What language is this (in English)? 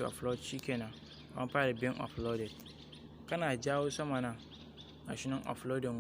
Hausa